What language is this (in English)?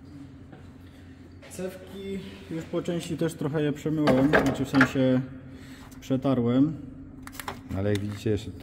Polish